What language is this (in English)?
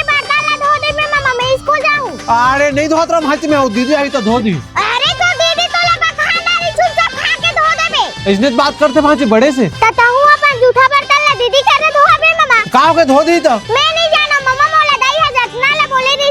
Chhattisgarhi